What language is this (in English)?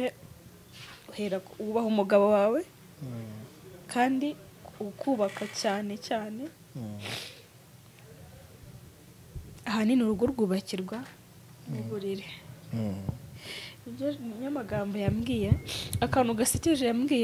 Kinyarwanda